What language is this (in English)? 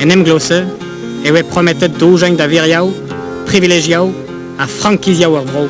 Breton